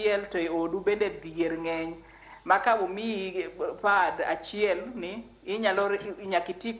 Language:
Luo (Kenya and Tanzania)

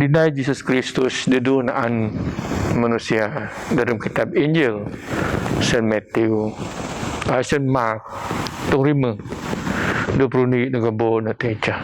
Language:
Biatah Bidayuh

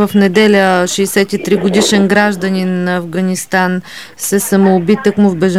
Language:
Bulgarian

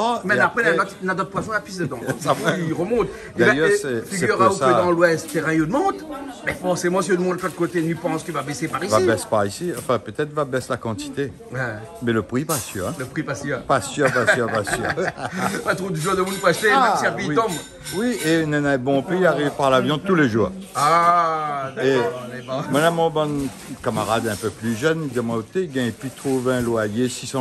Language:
Réunion Creole French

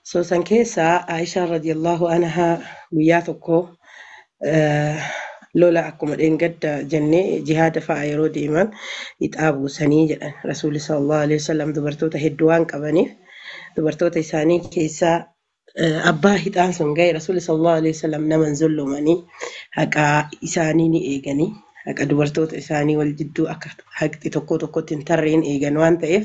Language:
Oromo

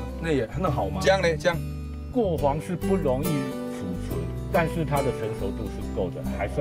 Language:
Chinese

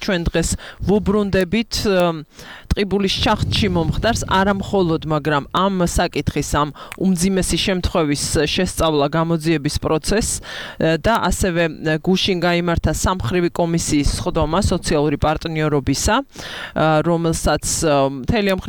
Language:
Georgian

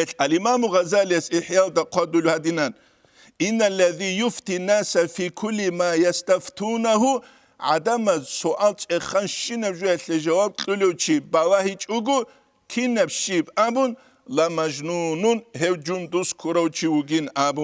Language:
Avaric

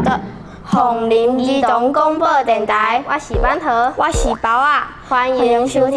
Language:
Min Nan Chinese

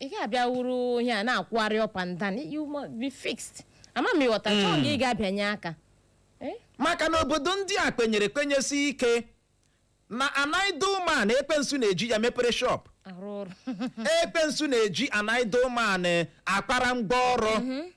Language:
Igbo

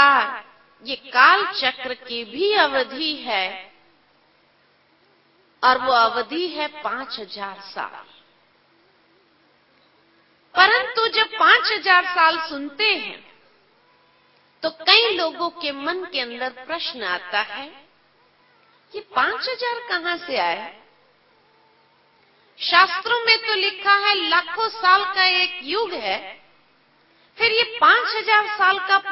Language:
Hindi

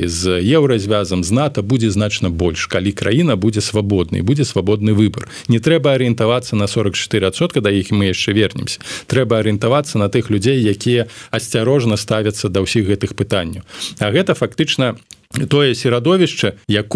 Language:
Belarusian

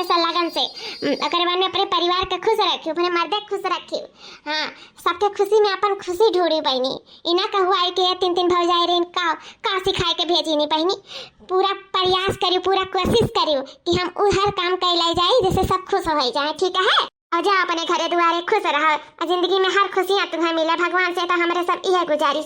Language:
Awadhi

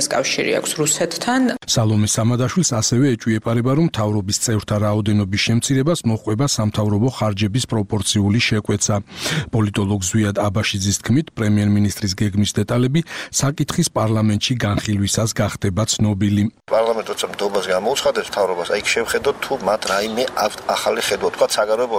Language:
Georgian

